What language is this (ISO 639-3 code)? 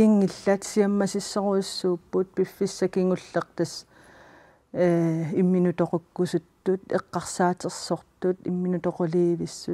kal